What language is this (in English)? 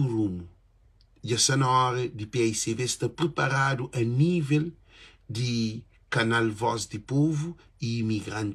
Kabuverdianu